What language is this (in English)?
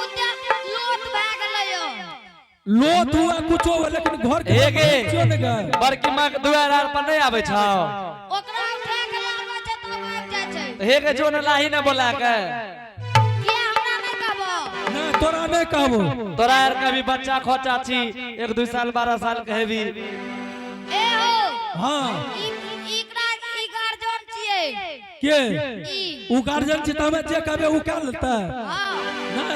Angika